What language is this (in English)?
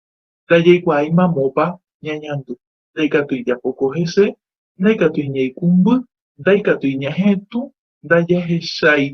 Guarani